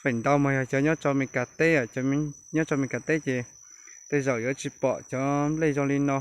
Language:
Hmong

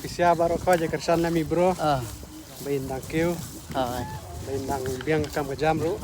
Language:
Khasi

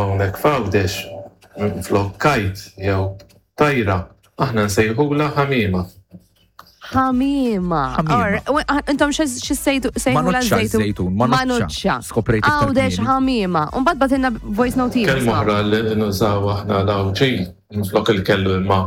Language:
Maltese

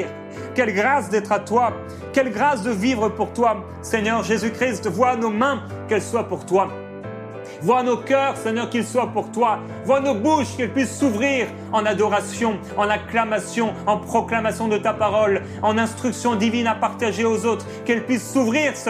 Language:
French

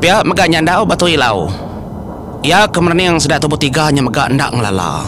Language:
Iban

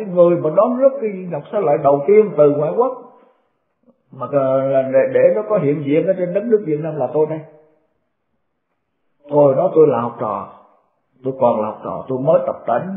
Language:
Vietnamese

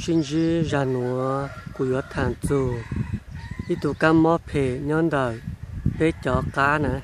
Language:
Hmong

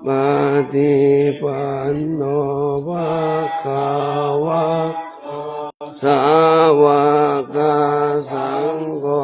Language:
Pali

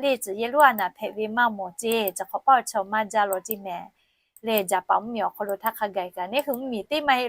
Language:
Lahu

